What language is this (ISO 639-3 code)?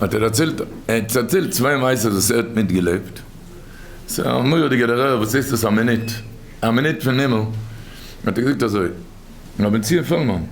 yid